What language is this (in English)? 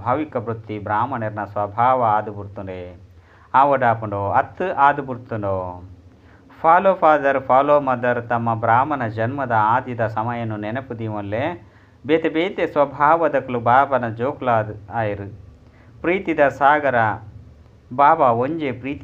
Tulu